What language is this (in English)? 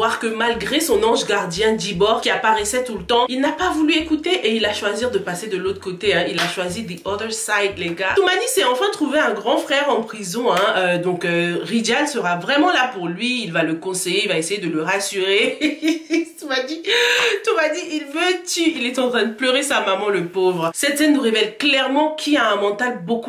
French